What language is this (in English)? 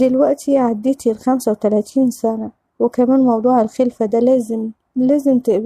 Egyptian Arabic